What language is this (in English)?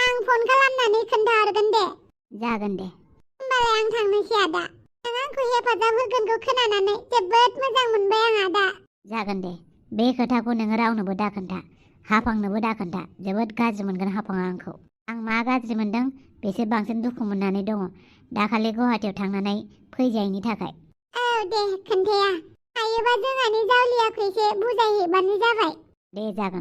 Bodo